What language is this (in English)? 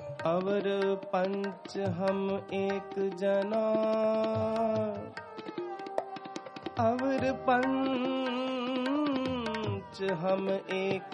Hindi